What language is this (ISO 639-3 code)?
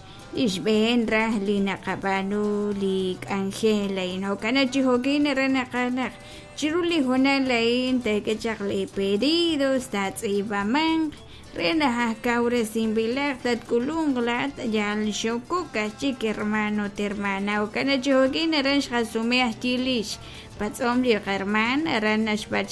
kek